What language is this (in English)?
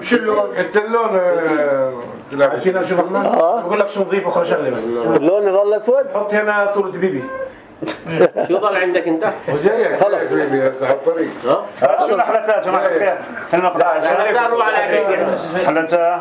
North Levantine Arabic